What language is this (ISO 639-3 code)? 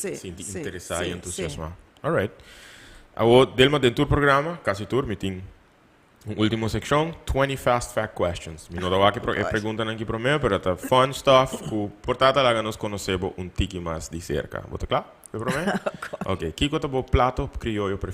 pap